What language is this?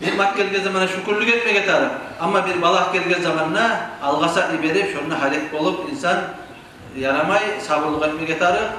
Kumyk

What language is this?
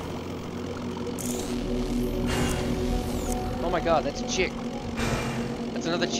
English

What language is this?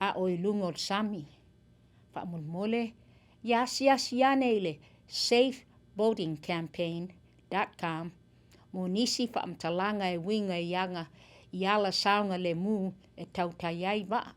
Samoan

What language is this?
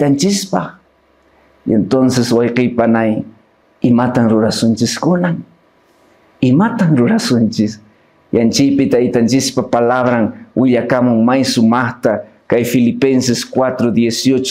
Quechua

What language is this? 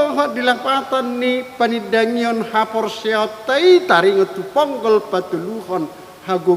Batak Toba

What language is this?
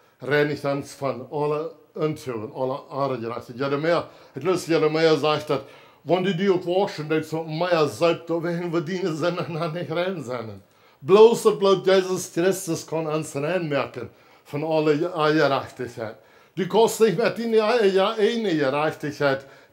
Plautdietsch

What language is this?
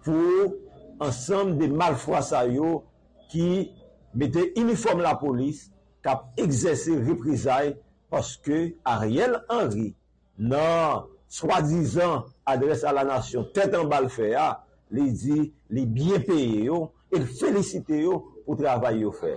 Haitian Creole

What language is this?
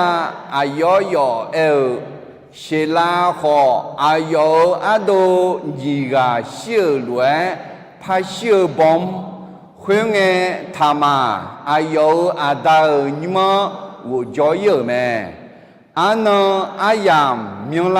Akha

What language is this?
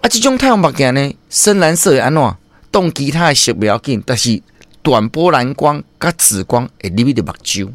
Min Nan Chinese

